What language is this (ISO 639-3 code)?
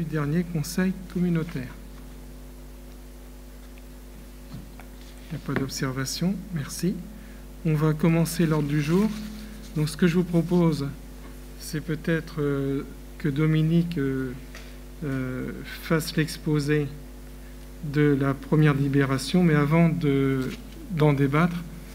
fra